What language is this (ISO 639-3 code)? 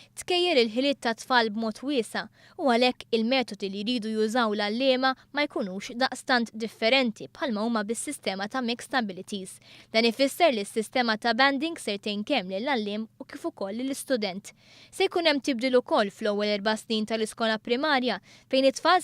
mlt